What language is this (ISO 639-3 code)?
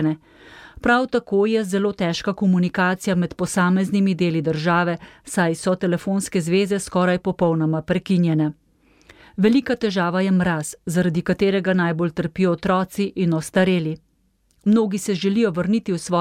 slv